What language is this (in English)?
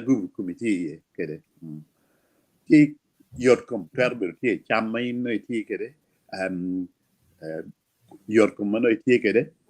Acoli